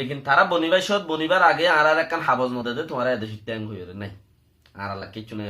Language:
Rohingya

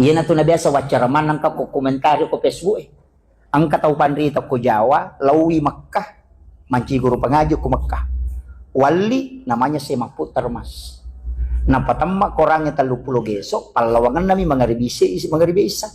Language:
Buginese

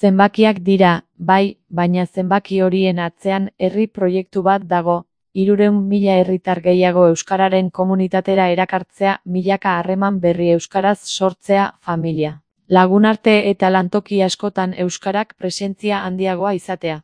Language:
Basque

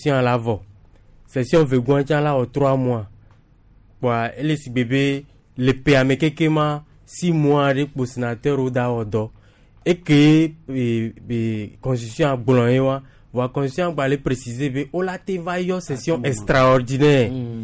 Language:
Gen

